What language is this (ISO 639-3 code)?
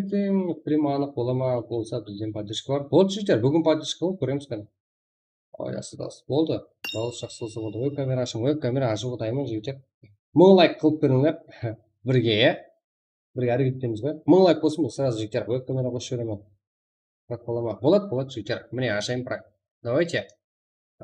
kaa